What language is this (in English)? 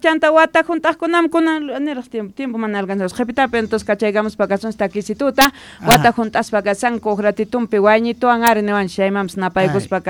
South Bolivian Quechua